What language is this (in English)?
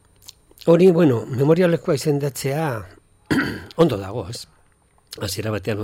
Basque